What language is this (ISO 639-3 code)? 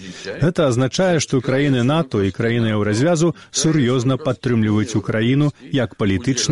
bel